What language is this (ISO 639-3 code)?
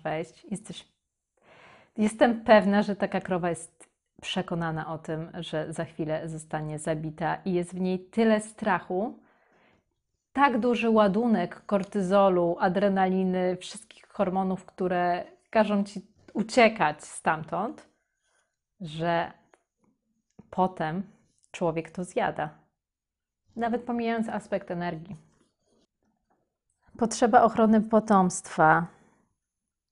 pol